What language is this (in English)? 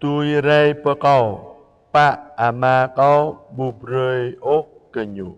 Jarai